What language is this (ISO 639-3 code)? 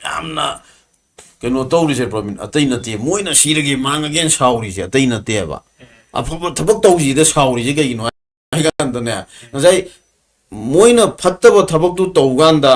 mni